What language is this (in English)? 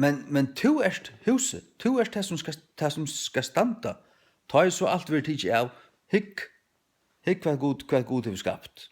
Faroese